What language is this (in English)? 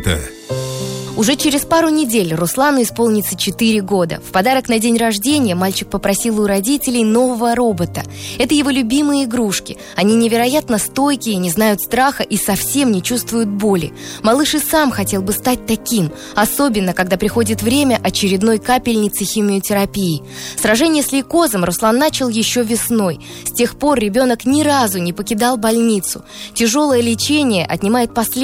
Russian